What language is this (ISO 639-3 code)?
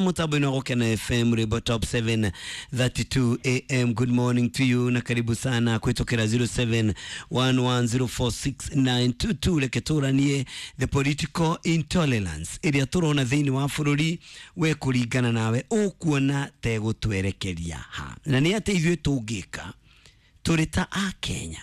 kik